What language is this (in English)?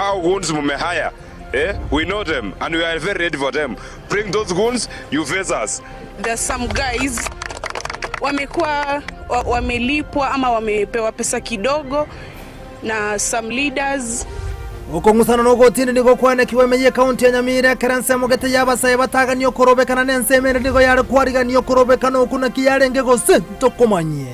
Gusii